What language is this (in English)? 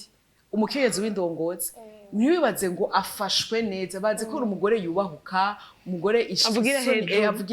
Rundi